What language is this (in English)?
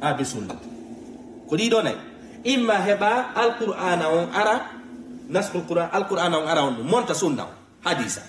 Fula